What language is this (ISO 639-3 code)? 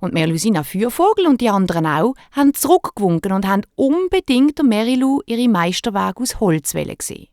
gsw